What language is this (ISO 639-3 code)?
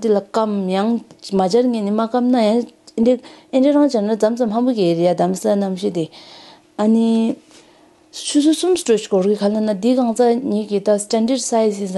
bod